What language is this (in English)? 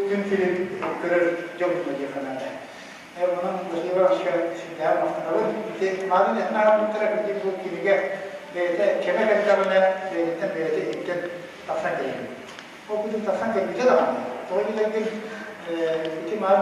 Yakut